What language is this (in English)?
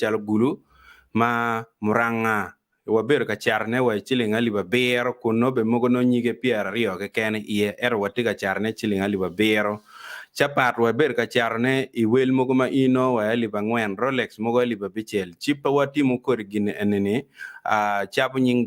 Acoli